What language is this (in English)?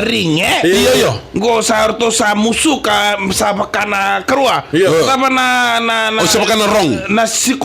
Fijian